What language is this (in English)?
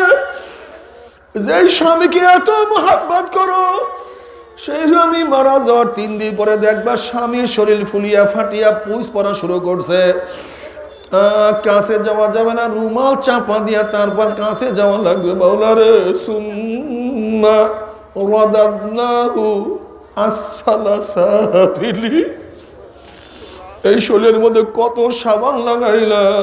Bangla